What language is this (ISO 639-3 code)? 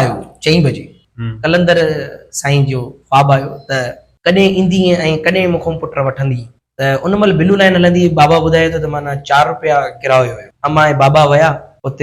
snd